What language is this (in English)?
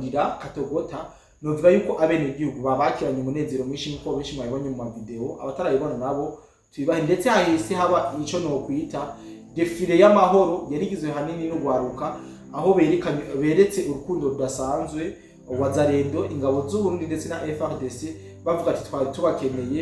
Rundi